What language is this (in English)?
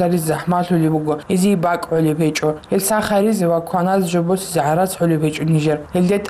Avaric